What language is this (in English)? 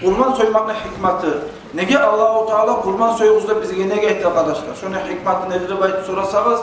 Kumyk